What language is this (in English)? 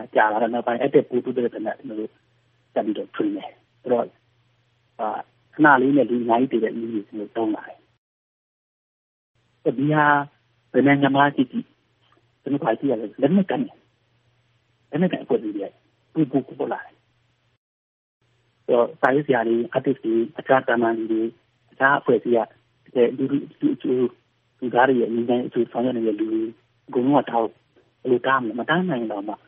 Burmese